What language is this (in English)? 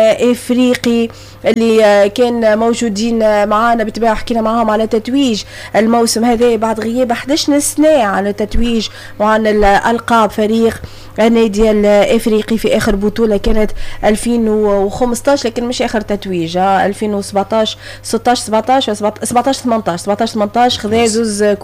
Tunisian Arabic